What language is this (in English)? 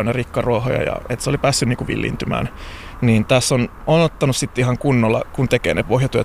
Finnish